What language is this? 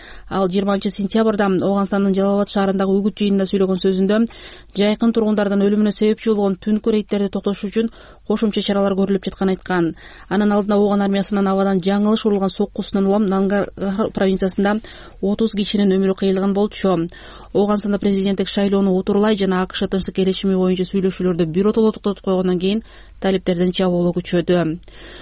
Kyrgyz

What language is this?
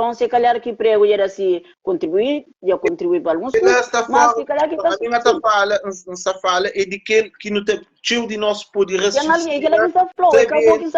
Kabuverdianu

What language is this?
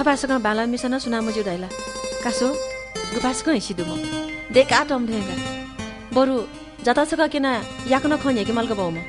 Newari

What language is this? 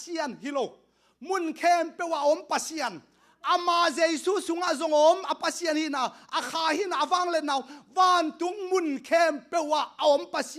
Tedim Chin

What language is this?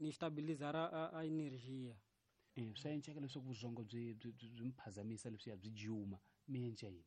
Tsonga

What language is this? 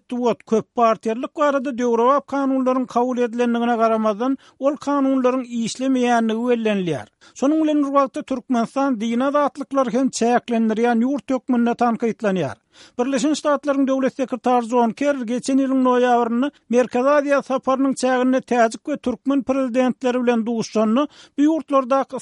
Turkmen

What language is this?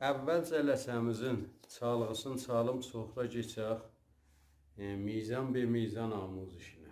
South Azerbaijani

